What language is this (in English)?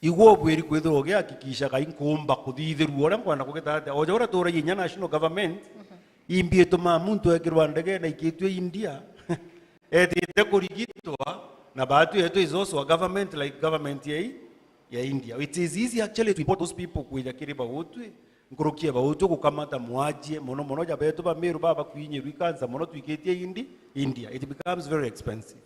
Meru